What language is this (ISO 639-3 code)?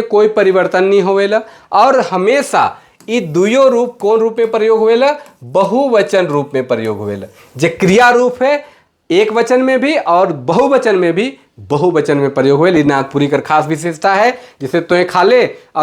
sck